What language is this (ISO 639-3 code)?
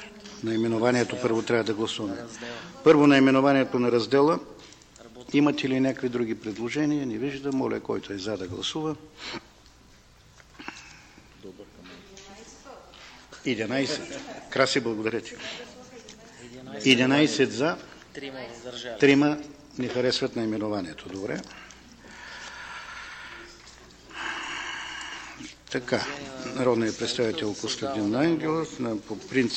bul